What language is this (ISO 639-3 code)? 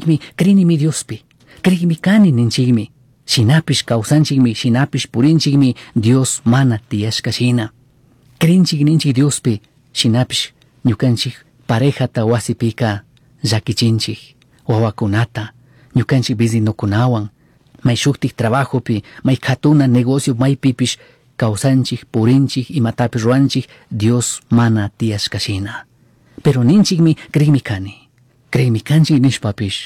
qug